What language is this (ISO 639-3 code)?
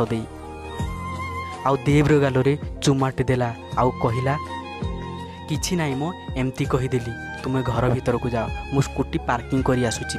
ori